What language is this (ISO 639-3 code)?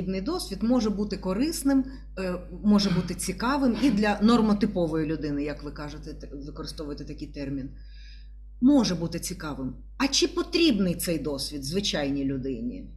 ukr